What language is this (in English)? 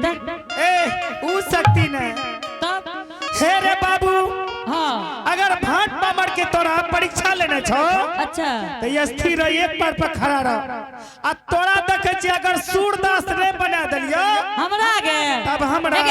Angika